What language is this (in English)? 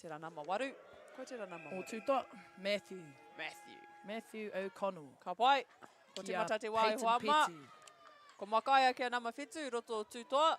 Māori